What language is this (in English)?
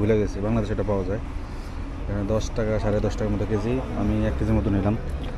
Bangla